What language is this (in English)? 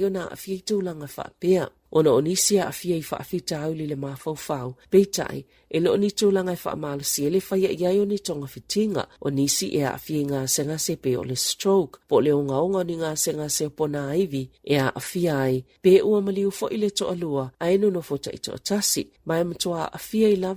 Samoan